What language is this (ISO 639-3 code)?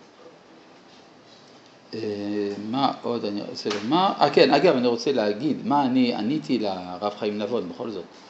heb